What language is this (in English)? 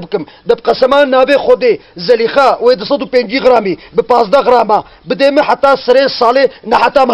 Kurdish